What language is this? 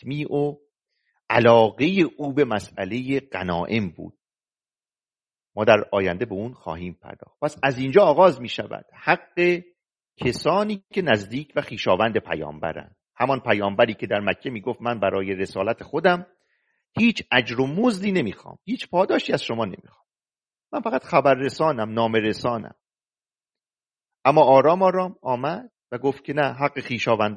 Persian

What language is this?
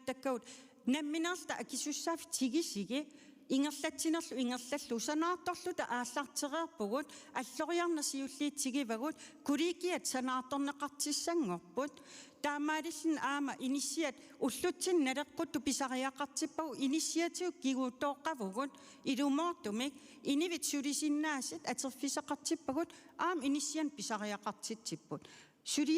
Kalaallisut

